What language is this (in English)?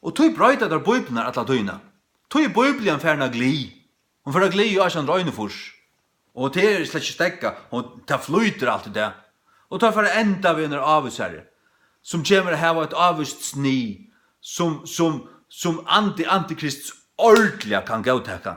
Faroese